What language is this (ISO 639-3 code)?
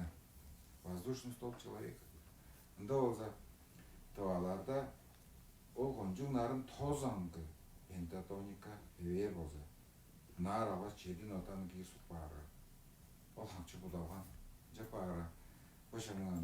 tyv